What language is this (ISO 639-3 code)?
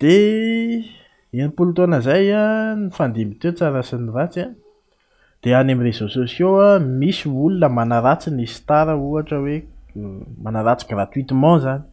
mlg